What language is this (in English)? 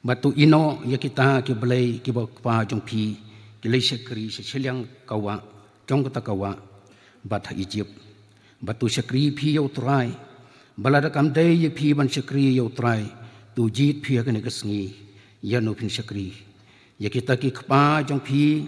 Khasi